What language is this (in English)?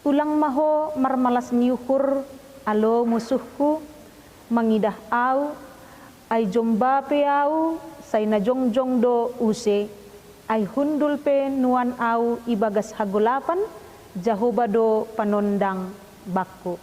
Batak Simalungun